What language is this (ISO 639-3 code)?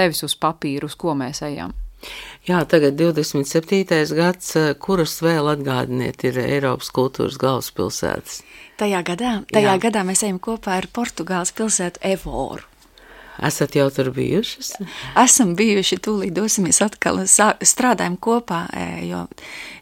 lav